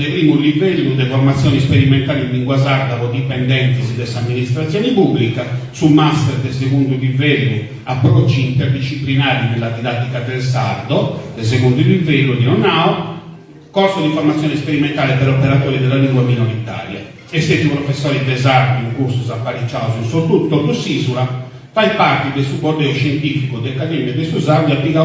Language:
Sardinian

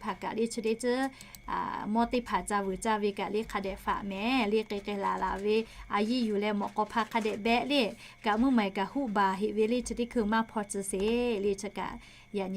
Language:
Lahu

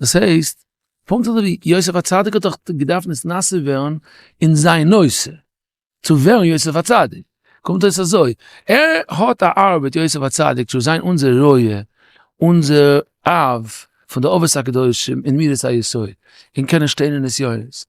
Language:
Yiddish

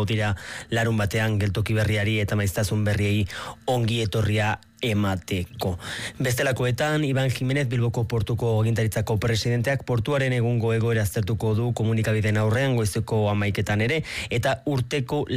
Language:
Basque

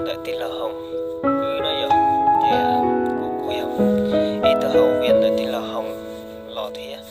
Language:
Hmong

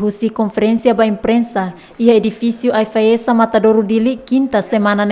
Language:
Tetum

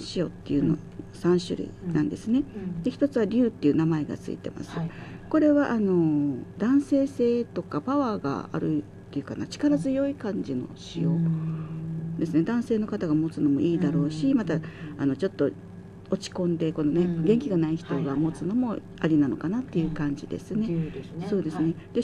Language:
Japanese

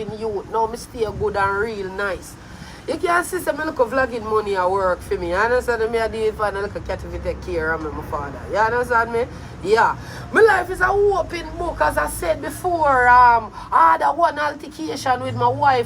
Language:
Jamaican Creole English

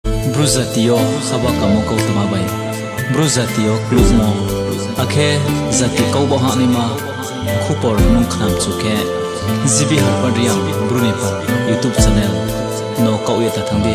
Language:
Riang (India)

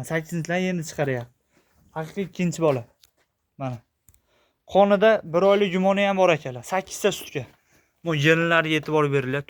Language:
Uzbek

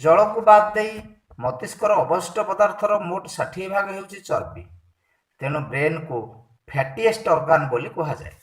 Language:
Odia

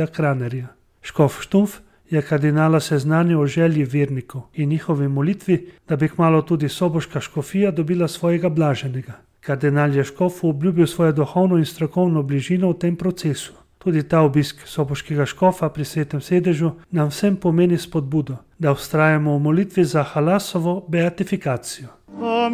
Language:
Slovenian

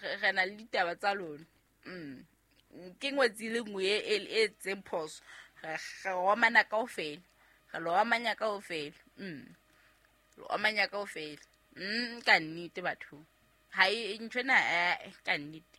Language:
Southern Sotho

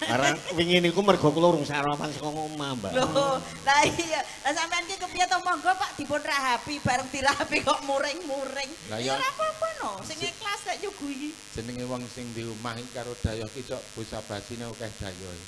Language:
Javanese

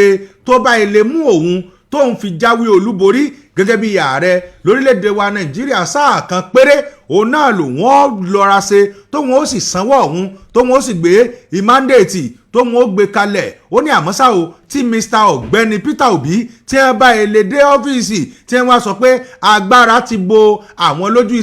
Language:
Yoruba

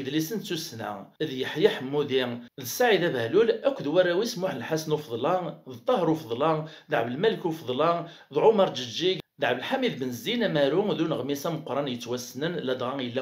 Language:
Kabyle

